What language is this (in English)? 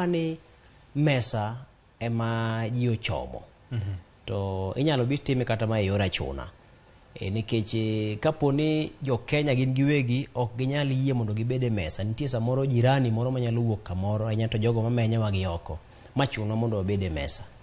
Luo (Kenya and Tanzania)